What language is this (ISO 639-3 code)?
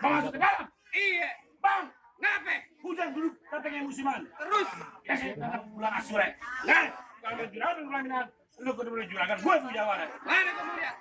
bew